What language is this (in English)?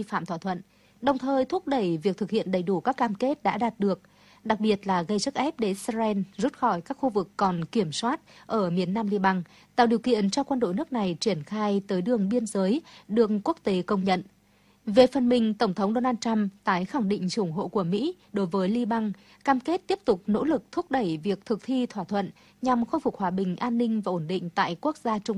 Vietnamese